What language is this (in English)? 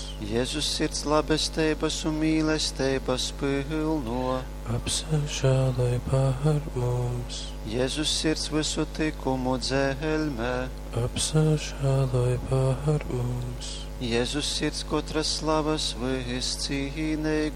Latgalian